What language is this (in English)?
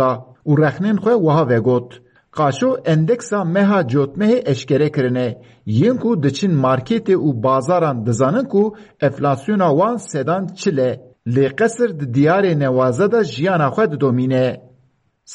Kurdish